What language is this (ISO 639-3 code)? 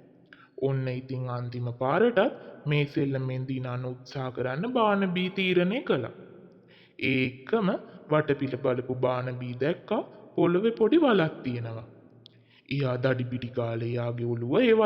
sin